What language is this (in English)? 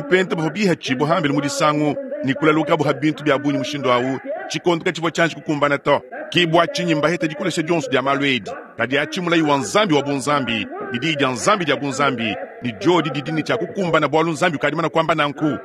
Luba-Lulua